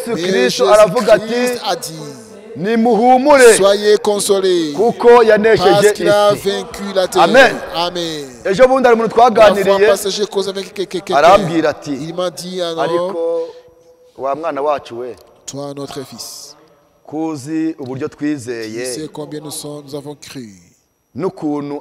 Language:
Kinyarwanda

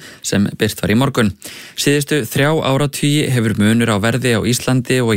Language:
Icelandic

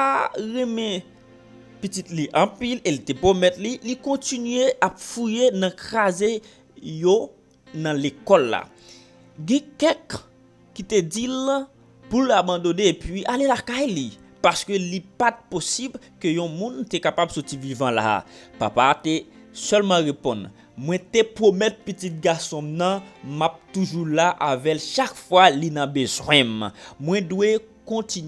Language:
Haitian Creole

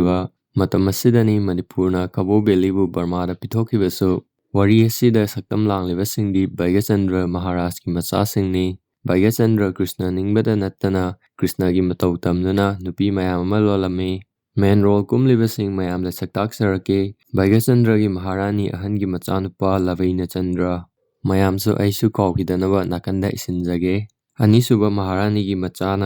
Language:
Manipuri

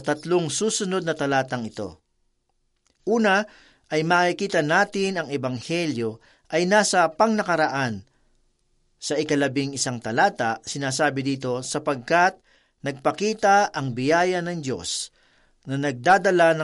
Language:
Filipino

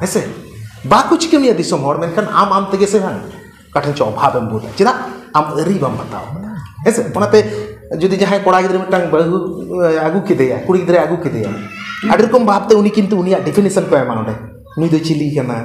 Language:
Santali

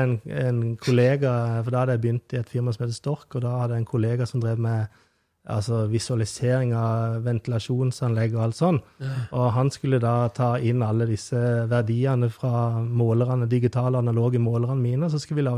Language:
Norwegian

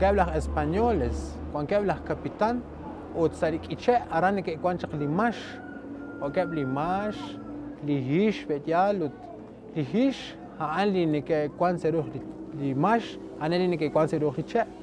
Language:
Kekchí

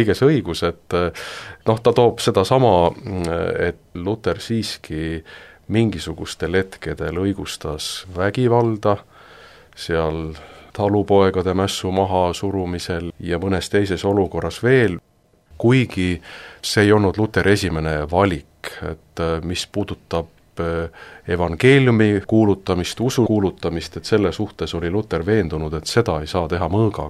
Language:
Estonian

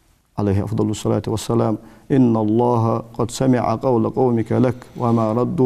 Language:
Ingush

